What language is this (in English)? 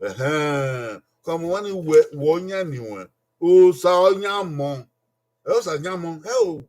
Bini